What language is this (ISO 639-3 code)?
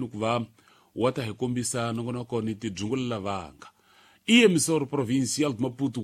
tso